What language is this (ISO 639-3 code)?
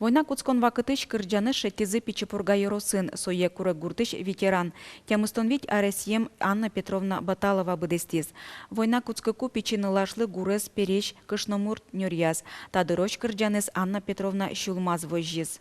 udm